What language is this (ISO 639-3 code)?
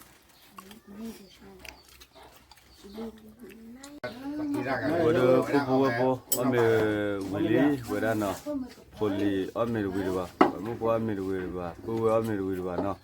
ksw